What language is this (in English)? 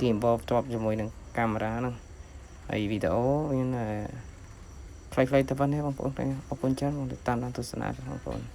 Khmer